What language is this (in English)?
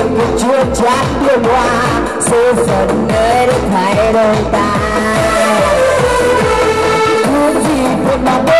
Vietnamese